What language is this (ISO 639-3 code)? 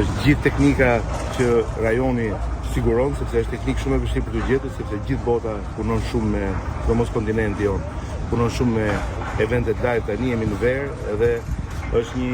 sqi